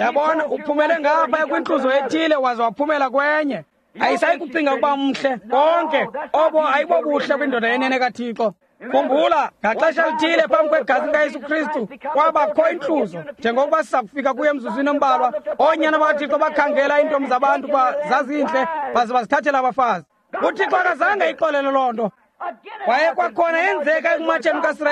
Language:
Xhosa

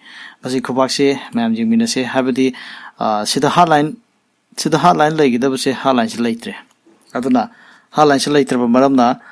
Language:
Manipuri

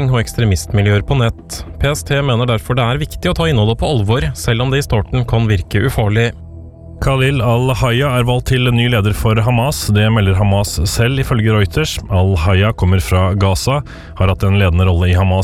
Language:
Norwegian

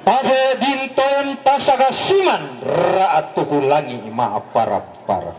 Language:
Toraja-Sa'dan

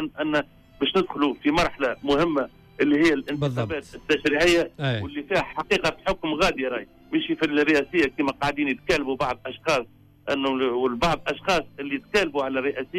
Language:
Tunisian Arabic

